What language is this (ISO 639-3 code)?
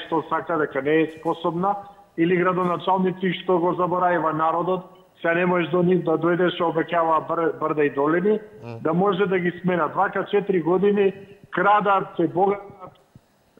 mkd